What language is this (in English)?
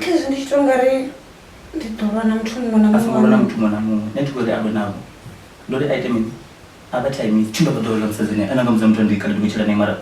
Venda